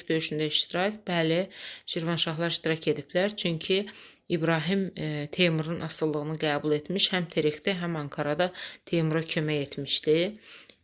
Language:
Azerbaijani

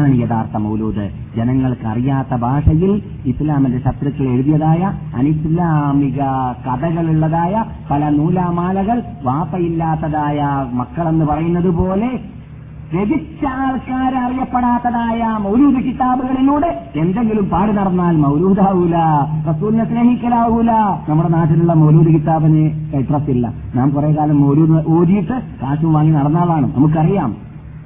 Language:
Malayalam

